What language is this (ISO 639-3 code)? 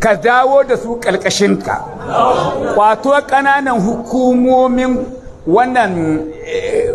hau